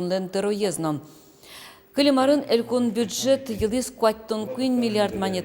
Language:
Udmurt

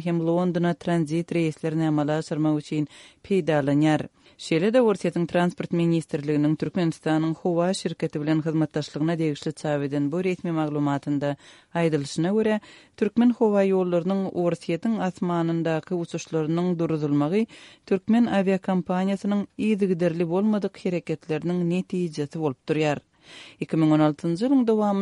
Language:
Turkmen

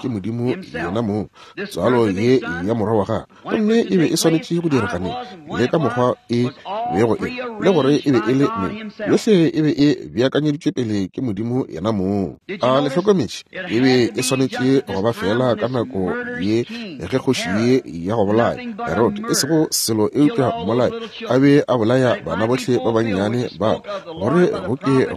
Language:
Northern Sotho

